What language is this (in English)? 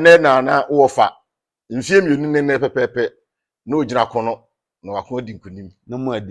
Akan